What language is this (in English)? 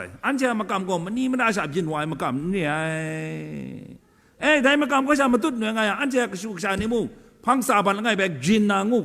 Kachin